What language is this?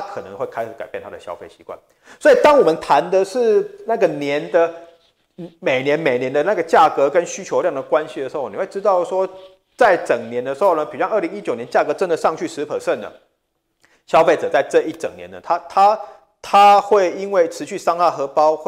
Chinese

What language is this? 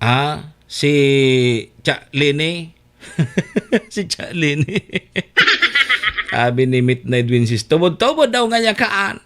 Bikol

